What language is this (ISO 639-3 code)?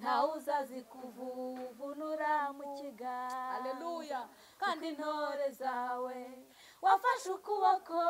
kin